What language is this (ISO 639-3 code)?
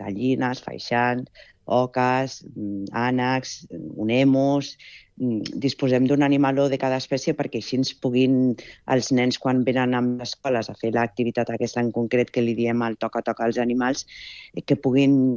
cat